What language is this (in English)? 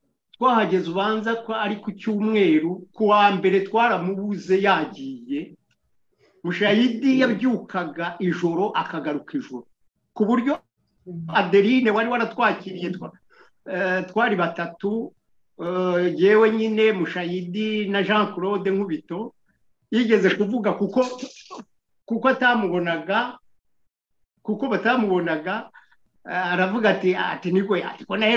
Kinyarwanda